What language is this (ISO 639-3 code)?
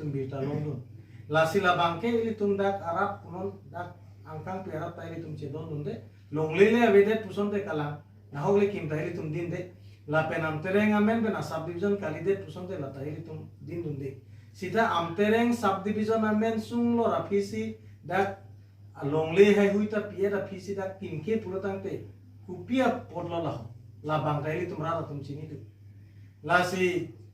mjw